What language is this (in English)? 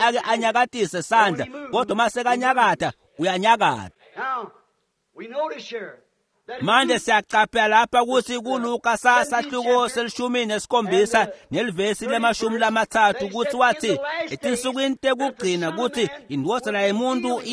Swati